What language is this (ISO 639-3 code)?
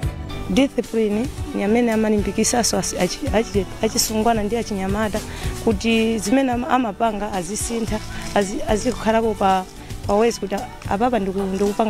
nya